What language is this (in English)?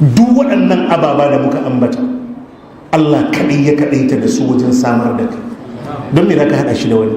Hausa